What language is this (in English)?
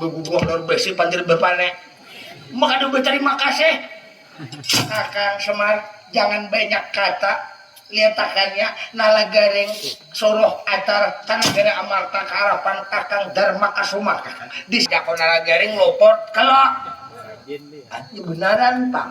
Banjar